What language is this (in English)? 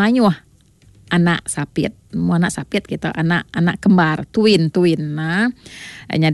Iban